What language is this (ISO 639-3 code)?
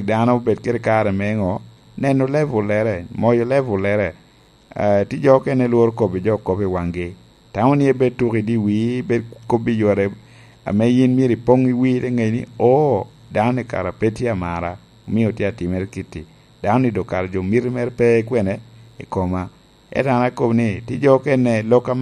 laj